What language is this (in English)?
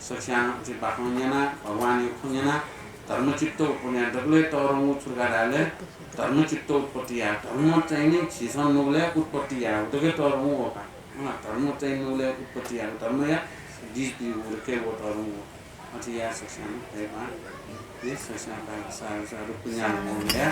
Newari